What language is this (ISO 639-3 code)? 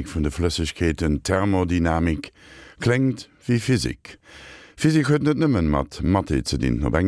ltz